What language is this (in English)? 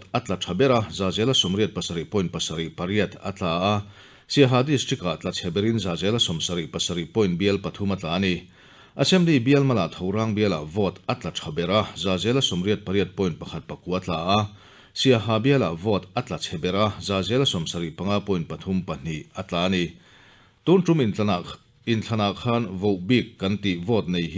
Mizo